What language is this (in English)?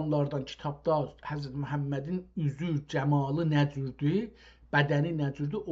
South Azerbaijani